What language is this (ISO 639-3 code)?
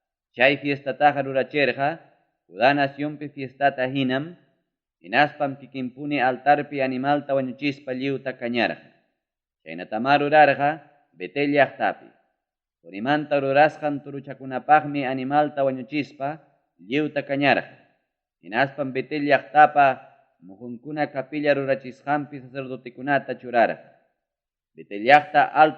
quy